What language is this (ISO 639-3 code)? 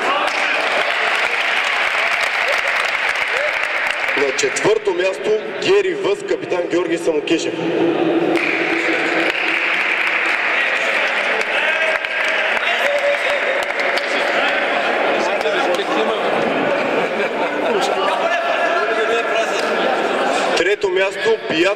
bul